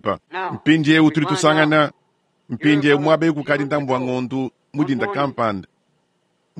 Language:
Luba-Lulua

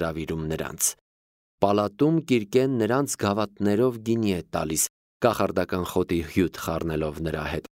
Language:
Armenian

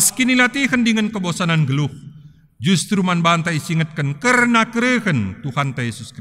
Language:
Batak Karo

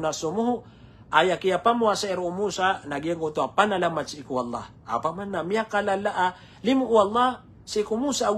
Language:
Maranao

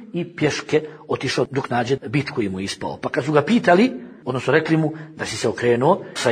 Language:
Bosnian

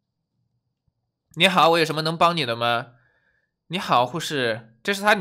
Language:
Chinese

